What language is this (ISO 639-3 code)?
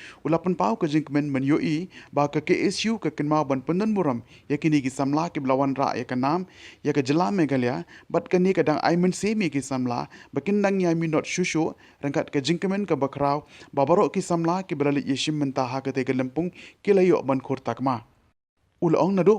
kha